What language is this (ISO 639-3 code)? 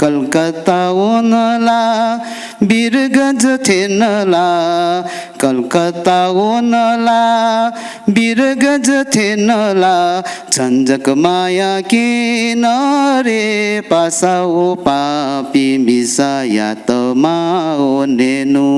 new